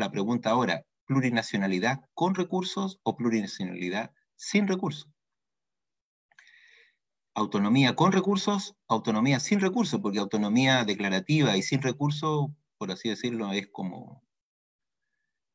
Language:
Spanish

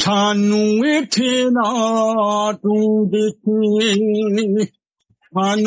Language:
Punjabi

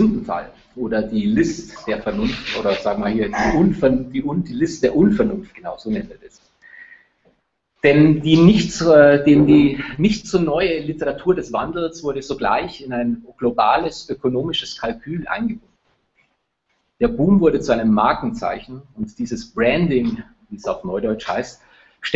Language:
German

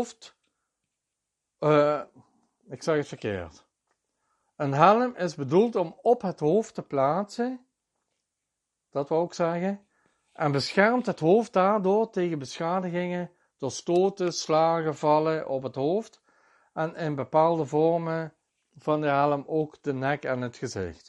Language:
Dutch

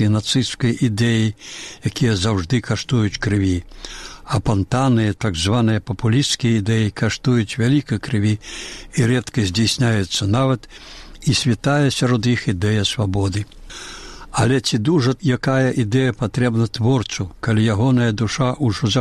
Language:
Belarusian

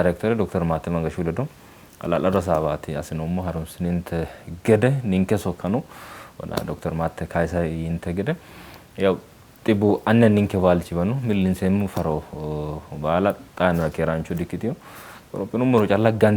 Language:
Sidamo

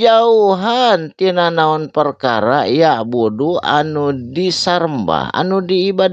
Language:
Sundanese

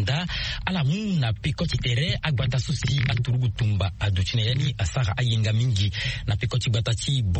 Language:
Sango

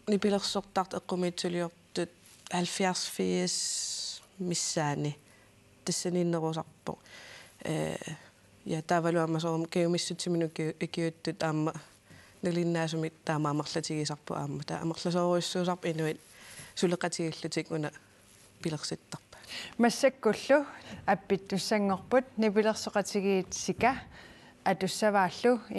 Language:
Kalaallisut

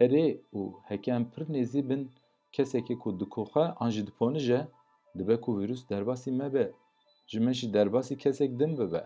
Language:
Kurdish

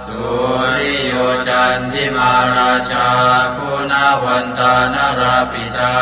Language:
Pali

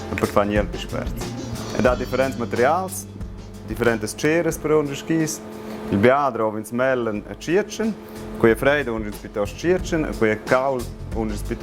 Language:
Romansh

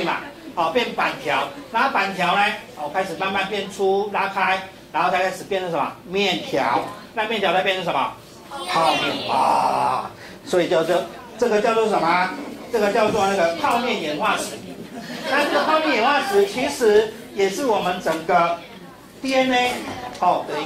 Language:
Chinese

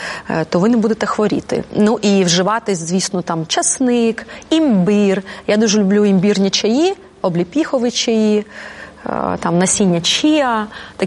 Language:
Ukrainian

